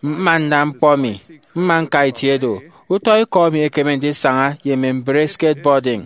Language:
Efik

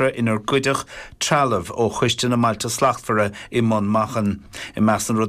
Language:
Irish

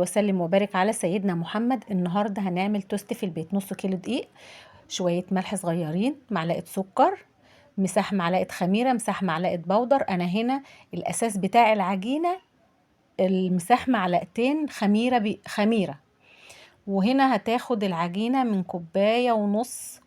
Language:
Egyptian Arabic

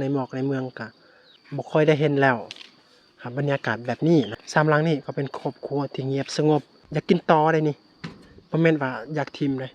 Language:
Lao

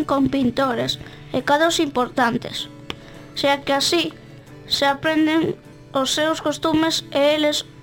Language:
Galician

